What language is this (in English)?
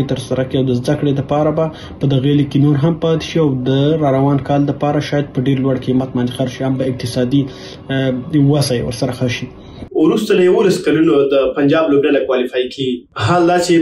Pashto